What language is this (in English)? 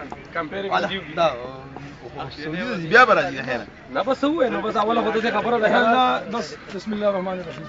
Pashto